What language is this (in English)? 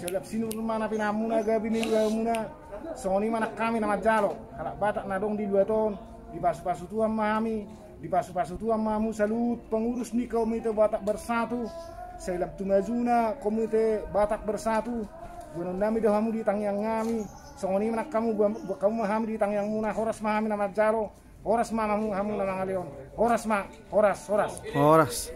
Batak Toba